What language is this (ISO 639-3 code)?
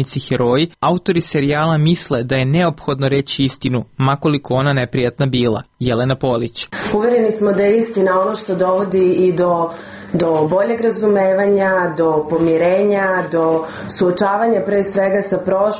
srp